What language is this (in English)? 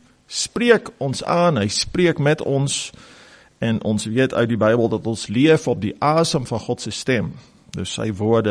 Afrikaans